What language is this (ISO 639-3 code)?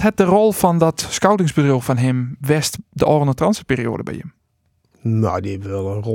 fry